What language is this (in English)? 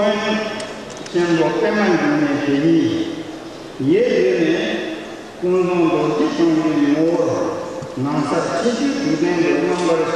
Tibetan